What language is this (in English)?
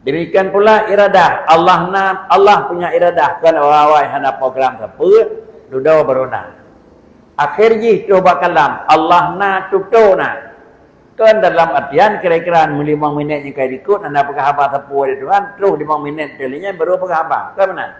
Achinese